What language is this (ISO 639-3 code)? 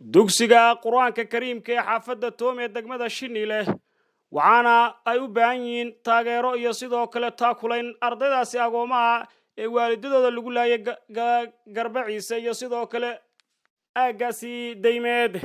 som